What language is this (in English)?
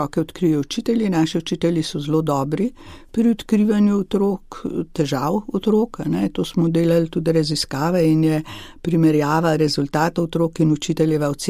Slovenian